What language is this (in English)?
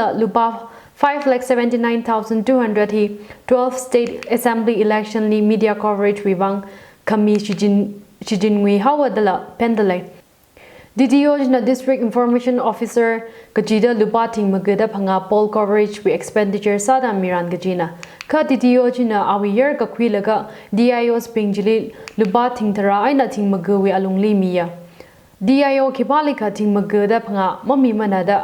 Tangkhul Naga (India)